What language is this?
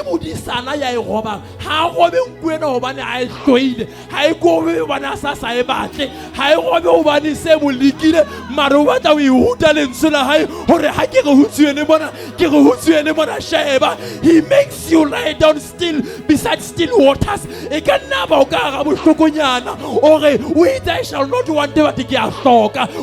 Southern Sotho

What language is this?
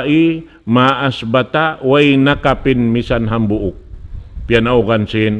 Tausug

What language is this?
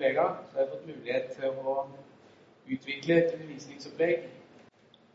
Norwegian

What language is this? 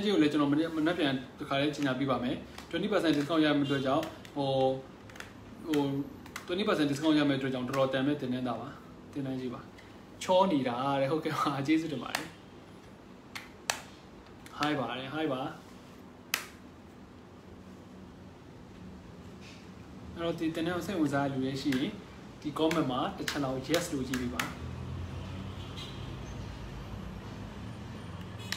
Burmese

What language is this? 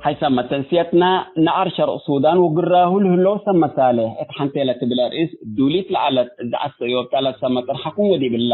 Tigre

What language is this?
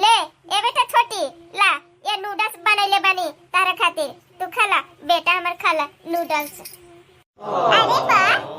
Bhojpuri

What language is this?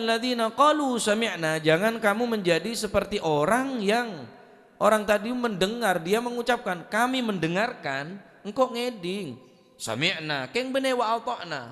Madurese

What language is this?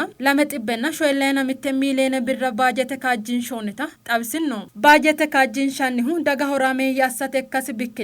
Sidamo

